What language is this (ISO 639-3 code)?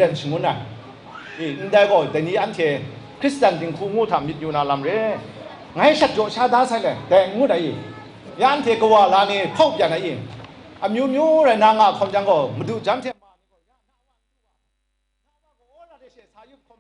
kac